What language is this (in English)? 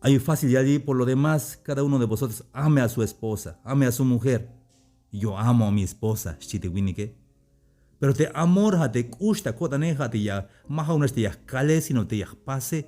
Tzeltal